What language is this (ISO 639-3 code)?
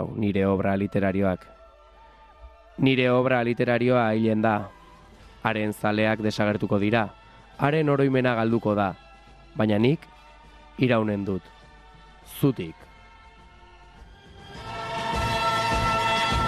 eus